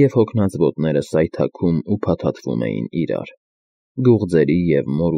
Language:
Armenian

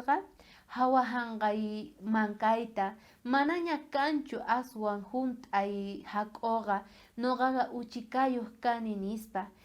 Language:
South Bolivian Quechua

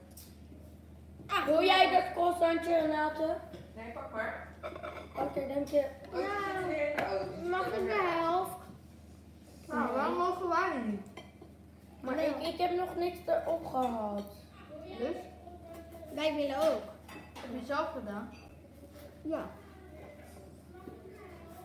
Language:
Dutch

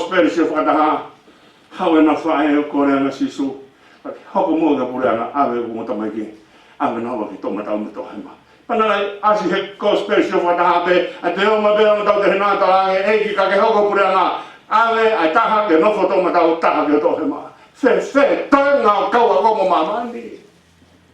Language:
Tongan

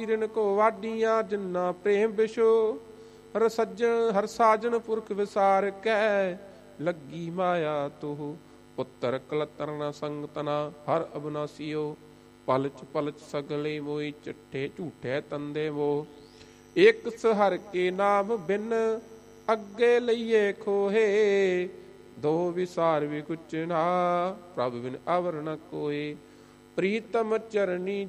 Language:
Punjabi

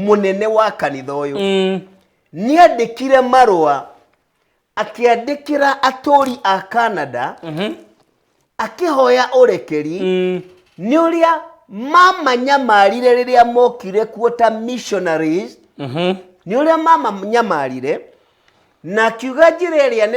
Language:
Kikuyu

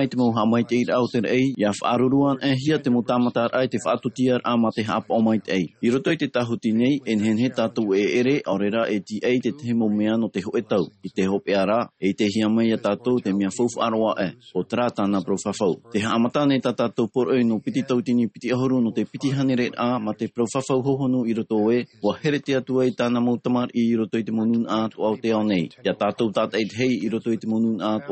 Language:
Tahitian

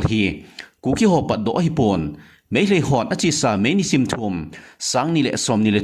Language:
Thado Chin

